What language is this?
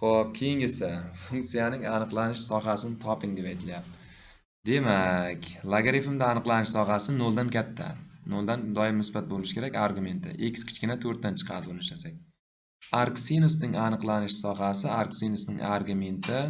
Uzbek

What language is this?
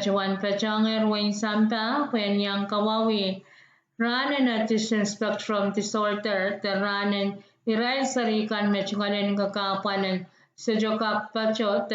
Pohnpeian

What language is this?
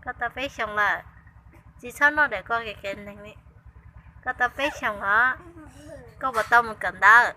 Hmong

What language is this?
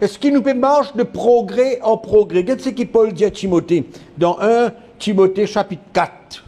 Morisyen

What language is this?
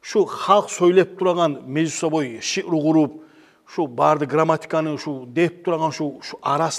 Kumyk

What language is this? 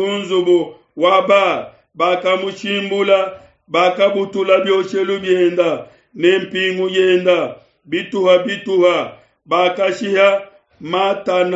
Luba-Lulua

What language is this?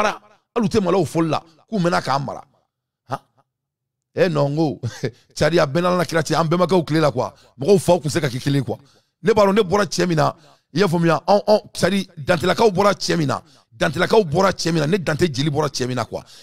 Bambara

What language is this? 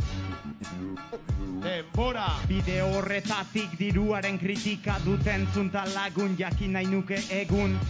Basque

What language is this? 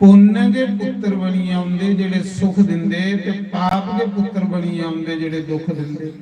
Dogri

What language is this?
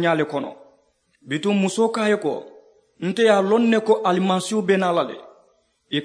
Mandingo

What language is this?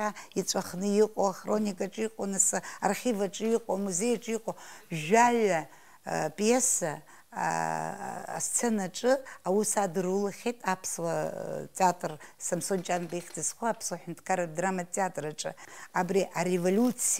Abkhazian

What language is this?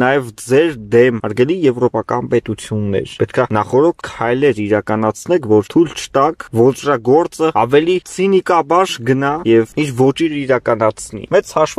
Armenian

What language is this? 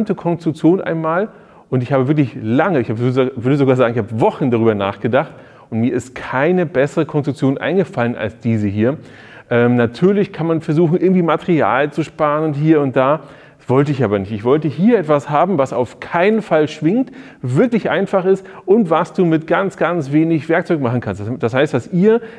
German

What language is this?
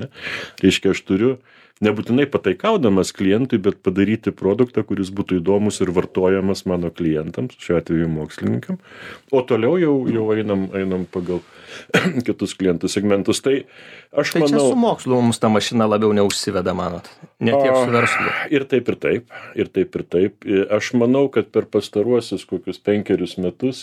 Lithuanian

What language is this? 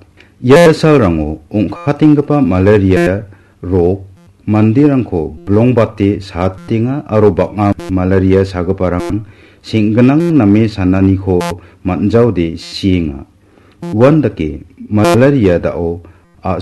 Garo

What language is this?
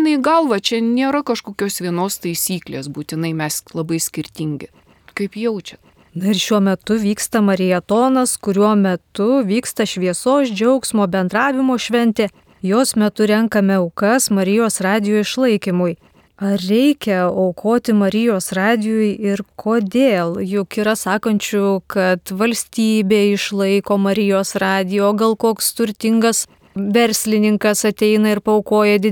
Lithuanian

